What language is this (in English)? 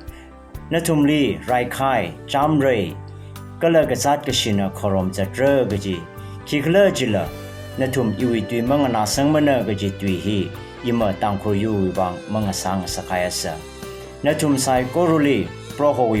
Tangkhul Naga (India)